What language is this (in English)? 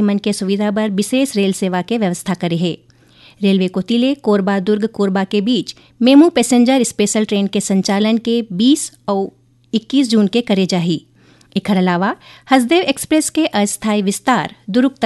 Chhattisgarhi